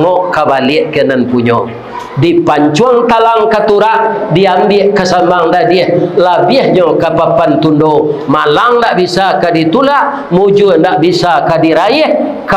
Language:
Minangkabau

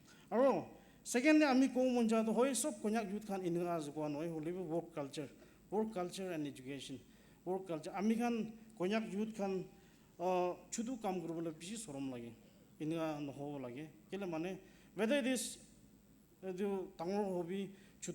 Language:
Naga Pidgin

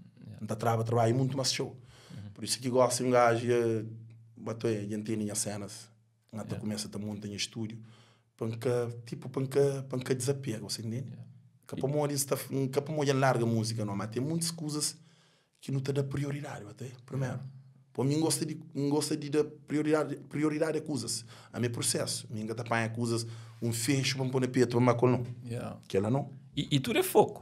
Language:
Kabuverdianu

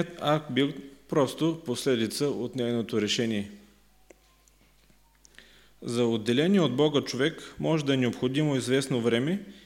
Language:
Bulgarian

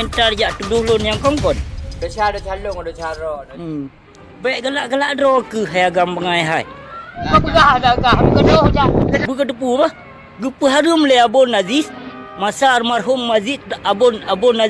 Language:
Achinese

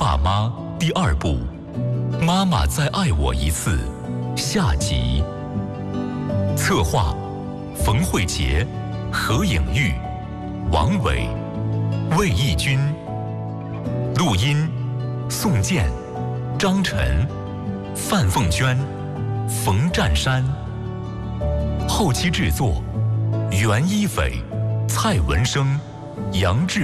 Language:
Chinese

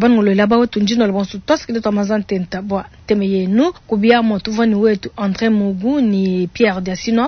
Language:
Luba-Lulua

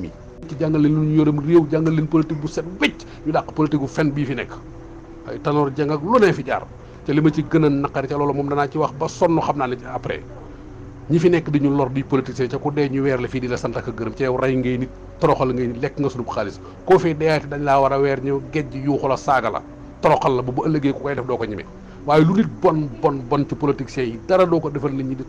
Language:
Wolof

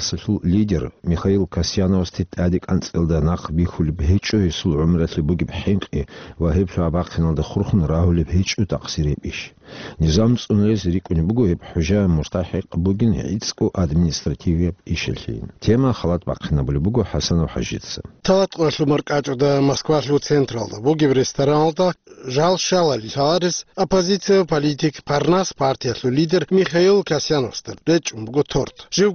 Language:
Avaric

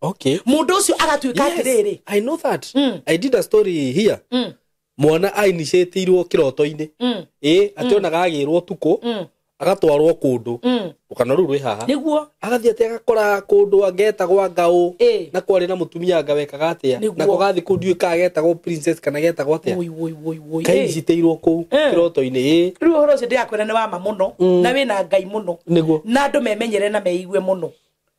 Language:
Kikuyu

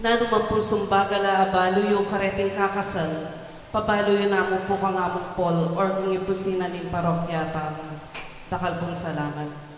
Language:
Pampanga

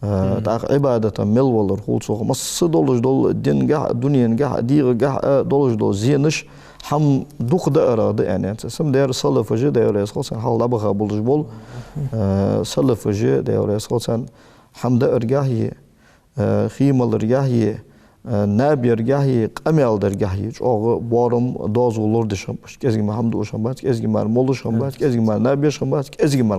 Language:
Ingush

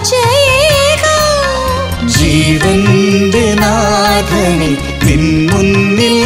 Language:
Malayalam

